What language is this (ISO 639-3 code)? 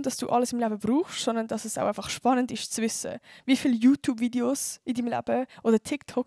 gsw